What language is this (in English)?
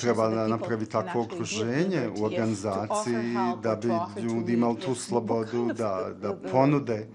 Bosnian